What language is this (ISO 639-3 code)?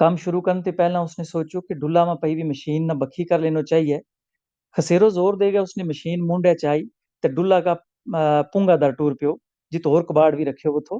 gju